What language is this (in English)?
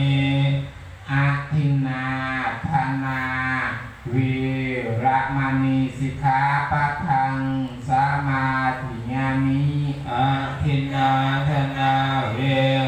Pali